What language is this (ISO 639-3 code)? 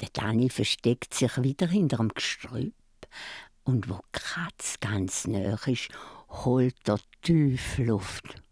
gsw